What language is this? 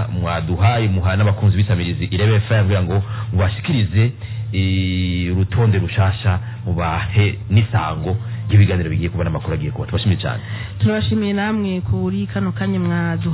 Rundi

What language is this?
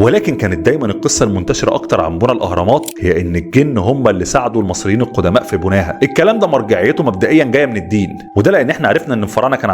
Egyptian Arabic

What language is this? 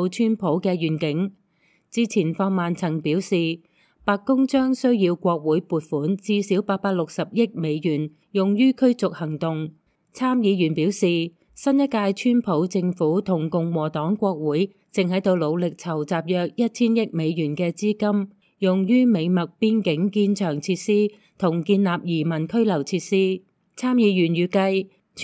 Cantonese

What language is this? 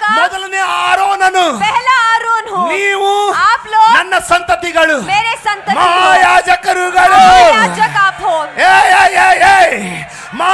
Kannada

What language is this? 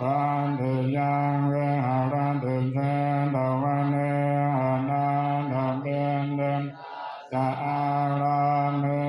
Pali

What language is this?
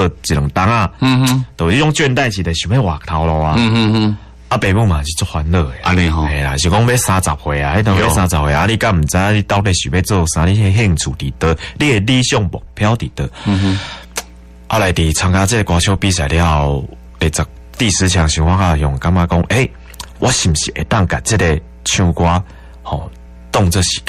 Min Nan Chinese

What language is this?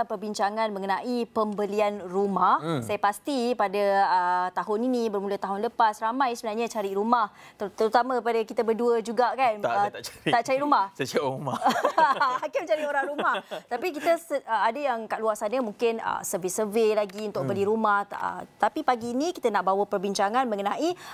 Malay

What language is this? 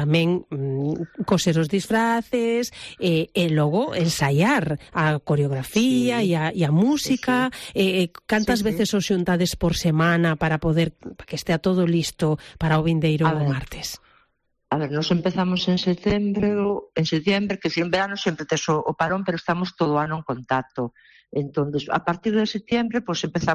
Galician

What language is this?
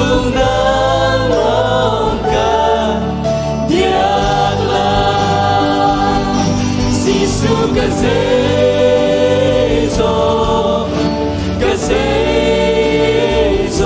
Hakha Chin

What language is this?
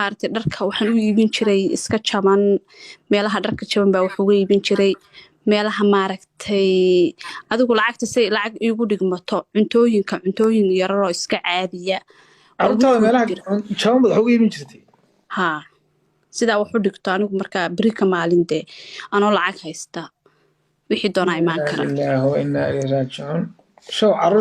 Somali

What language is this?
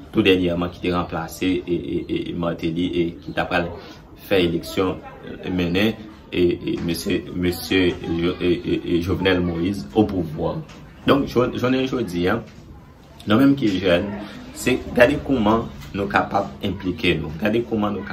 Haitian Creole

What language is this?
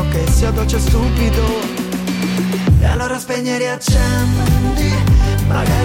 Italian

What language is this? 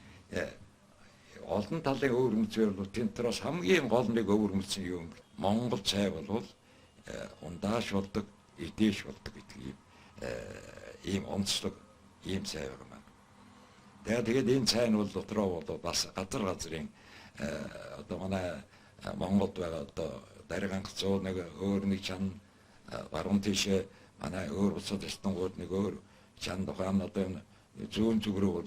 Mongolian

